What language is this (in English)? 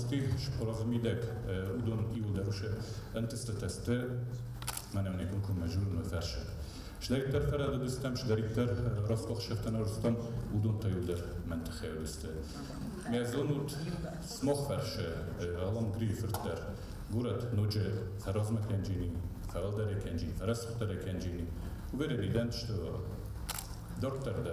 Ossetic